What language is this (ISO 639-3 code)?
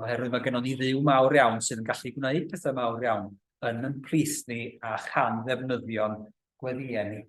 cym